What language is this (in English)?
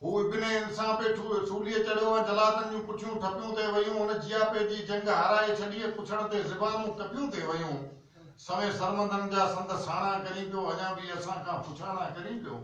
Sindhi